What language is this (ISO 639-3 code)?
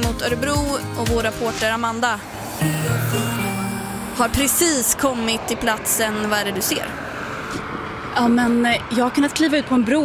swe